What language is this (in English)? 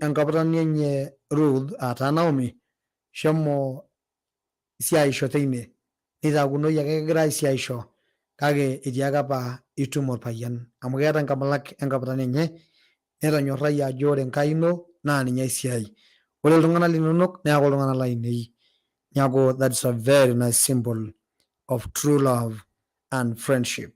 Masai